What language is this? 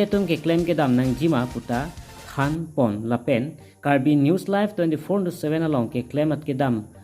Karbi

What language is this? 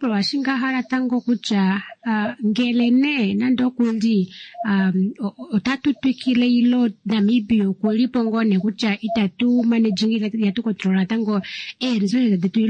Kuanyama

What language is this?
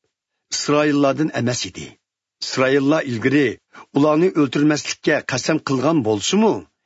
Uyghur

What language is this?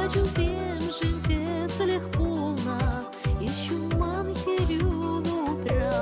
Chuvash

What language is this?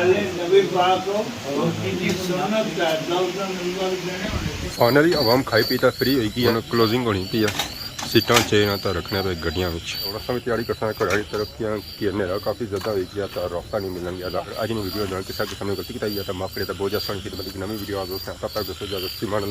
Pahari-Potwari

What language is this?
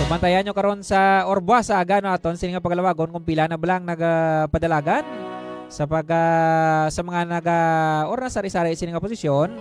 Hiligaynon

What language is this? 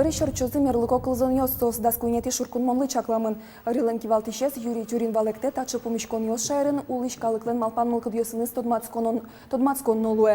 Udmurt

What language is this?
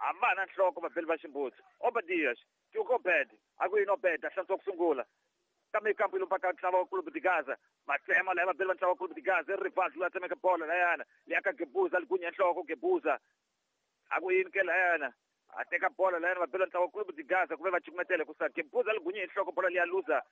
Tsonga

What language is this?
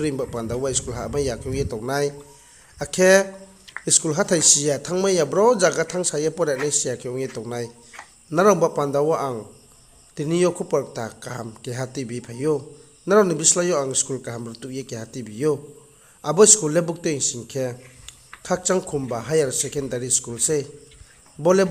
Riang (India)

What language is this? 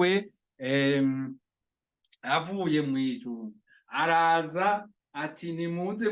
Rundi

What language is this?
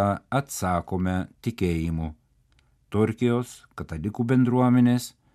Lithuanian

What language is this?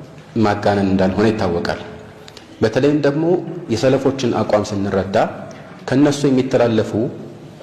Amharic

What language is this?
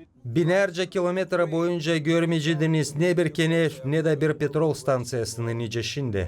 Gagauz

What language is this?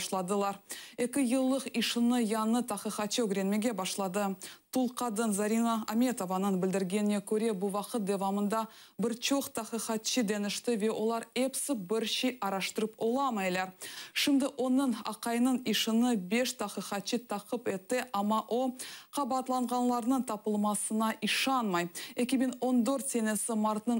Crimean Tatar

